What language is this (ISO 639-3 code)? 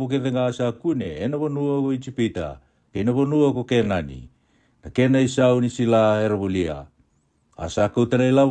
fij